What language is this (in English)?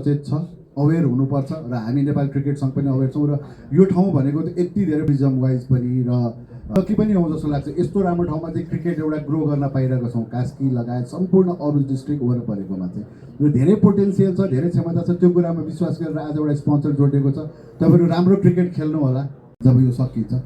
Nepali